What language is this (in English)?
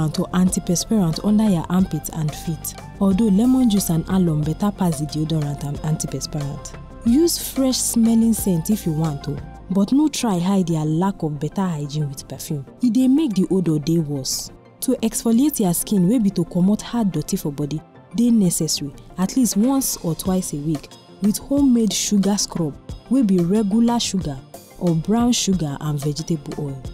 Nigerian Pidgin